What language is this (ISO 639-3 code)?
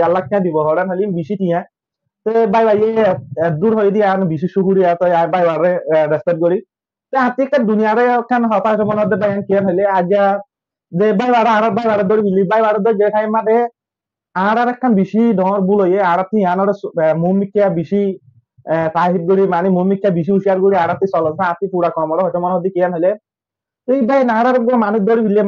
rhg